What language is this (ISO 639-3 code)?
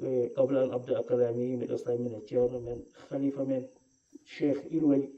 ful